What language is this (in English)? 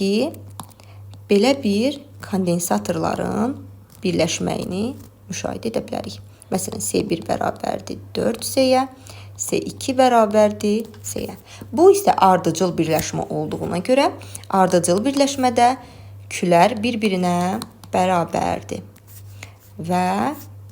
Azerbaijani